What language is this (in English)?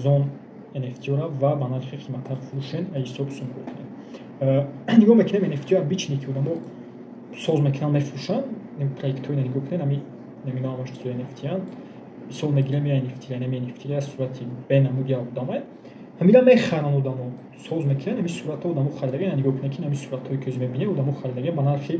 Tajik